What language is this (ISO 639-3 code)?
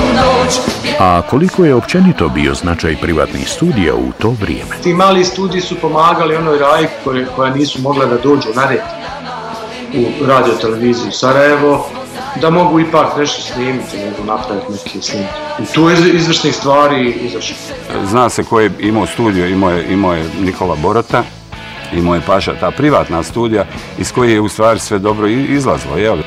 bos